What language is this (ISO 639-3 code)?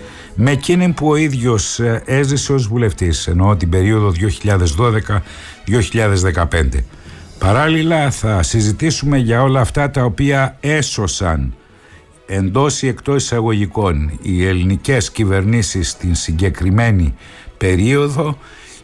ell